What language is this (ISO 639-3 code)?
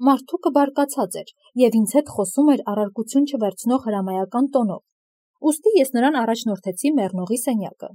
hye